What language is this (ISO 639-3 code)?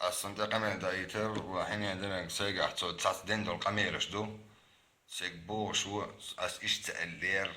che